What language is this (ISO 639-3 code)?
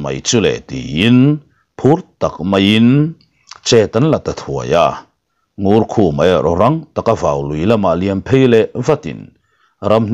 lus